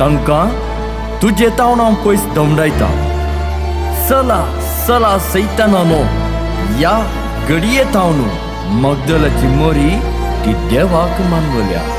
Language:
Konkani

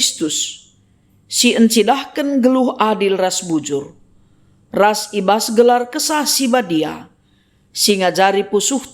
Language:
Batak Karo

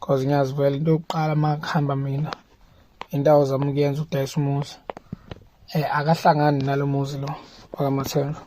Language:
Zulu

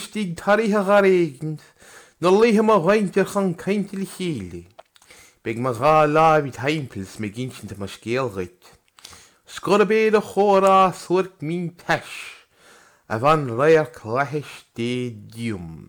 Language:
Irish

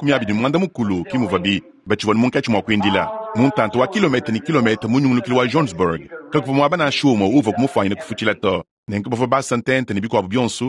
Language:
Luba-Lulua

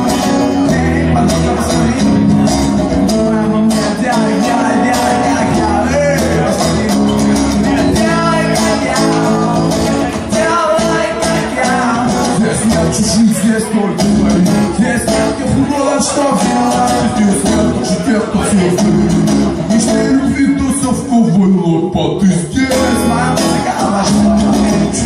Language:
Russian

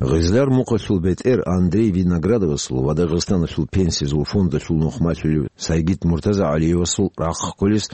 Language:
Avaric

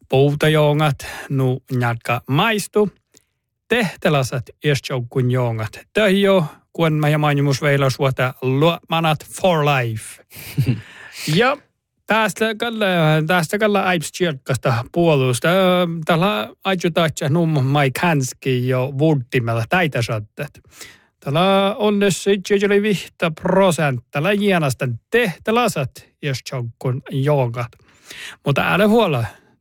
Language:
Northern Sami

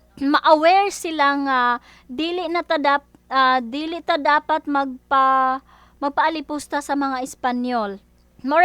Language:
Cebuano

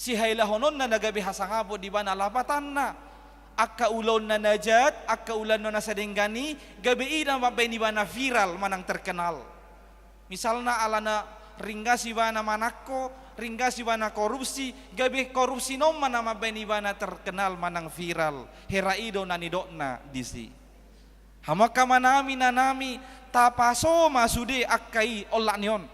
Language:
Batak Toba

